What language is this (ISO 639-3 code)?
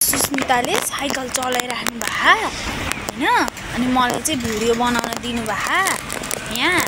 nep